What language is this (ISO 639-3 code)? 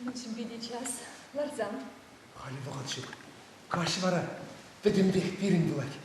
chv